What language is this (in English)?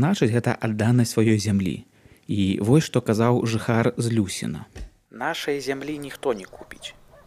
Belarusian